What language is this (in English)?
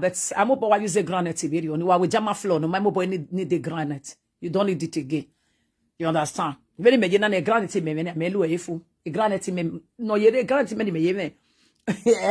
Nigerian Pidgin